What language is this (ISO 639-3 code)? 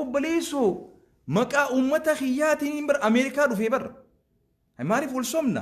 orm